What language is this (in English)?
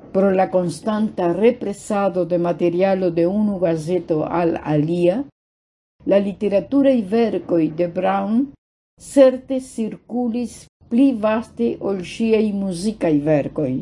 Esperanto